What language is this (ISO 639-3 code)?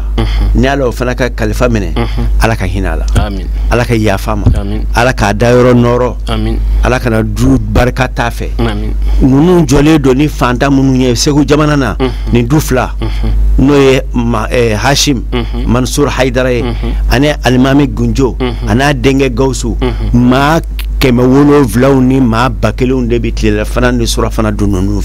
bam